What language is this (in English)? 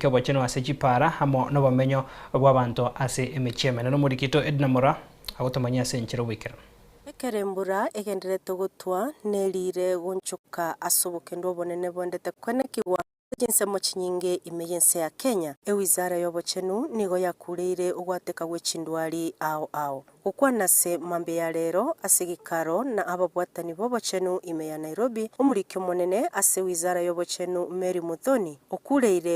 Gusii